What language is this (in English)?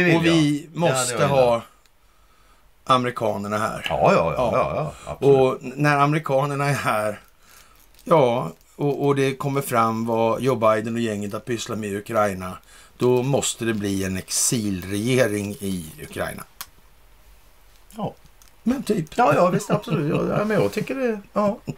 Swedish